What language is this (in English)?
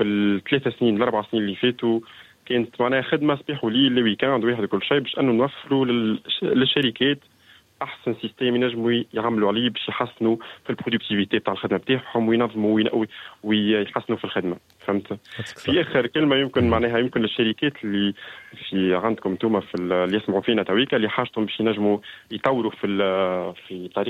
Tunisian Arabic